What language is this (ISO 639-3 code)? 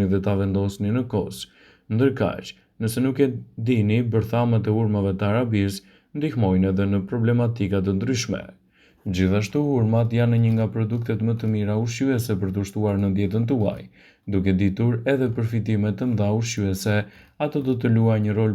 sqi